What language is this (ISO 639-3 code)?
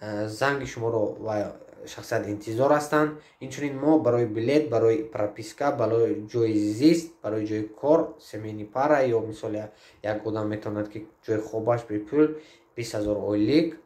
tgk